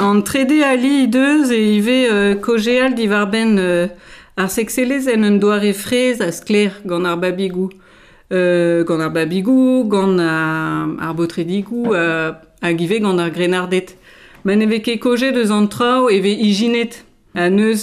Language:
Breton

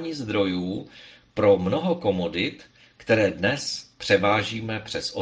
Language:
Czech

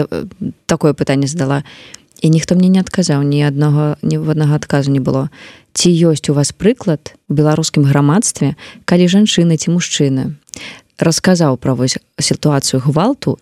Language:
Belarusian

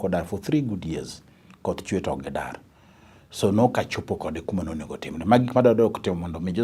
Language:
Luo (Kenya and Tanzania)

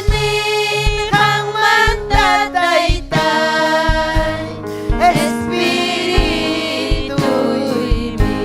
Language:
Ayacucho Quechua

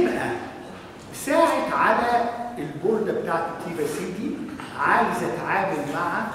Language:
Egyptian Arabic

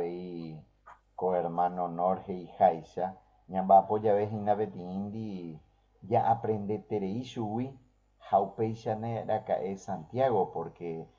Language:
Guarani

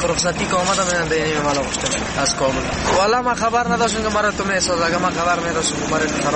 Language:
Persian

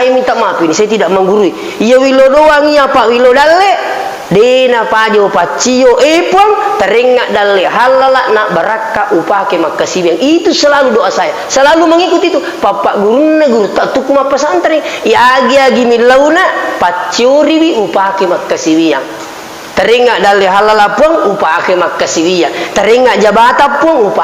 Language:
Buginese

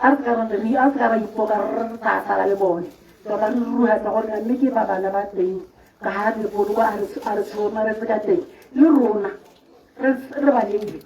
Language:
Tswana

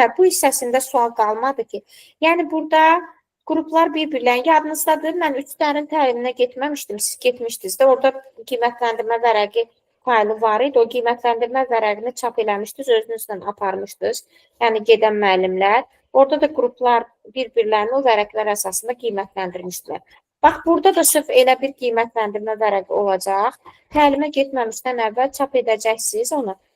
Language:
Azerbaijani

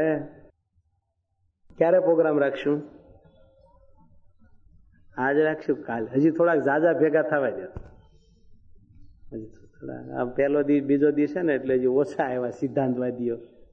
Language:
Gujarati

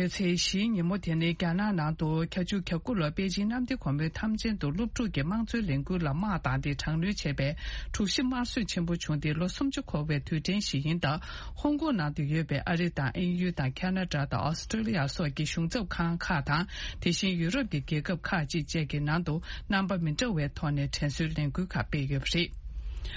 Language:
Tibetan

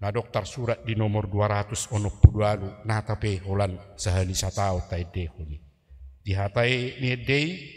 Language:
Batak Toba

